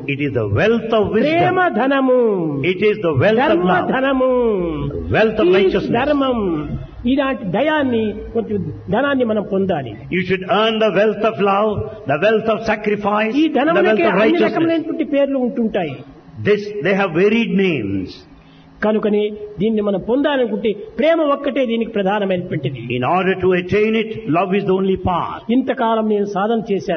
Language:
Telugu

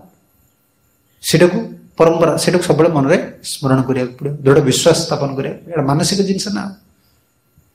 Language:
Odia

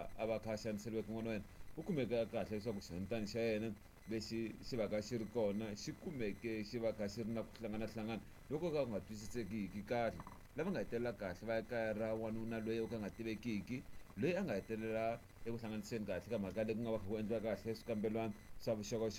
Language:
Tsonga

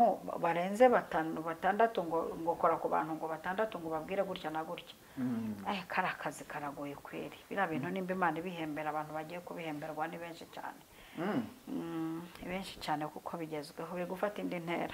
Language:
Kinyarwanda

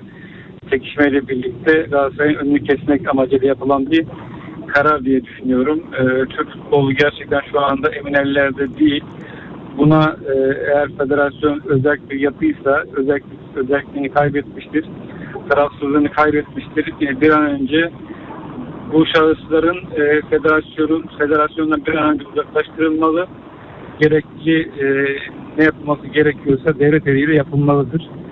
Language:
Turkish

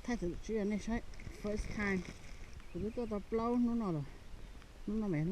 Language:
Hmong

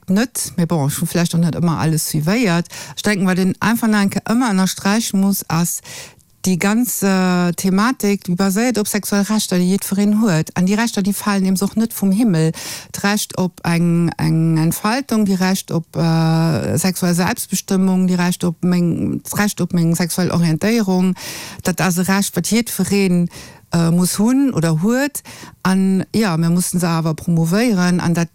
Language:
Luxembourgish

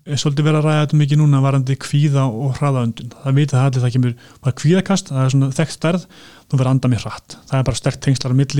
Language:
Icelandic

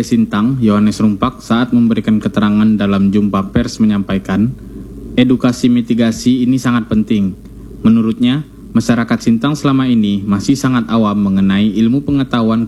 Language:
Indonesian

